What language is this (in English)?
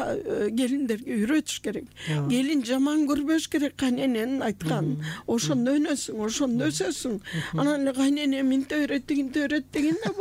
Kyrgyz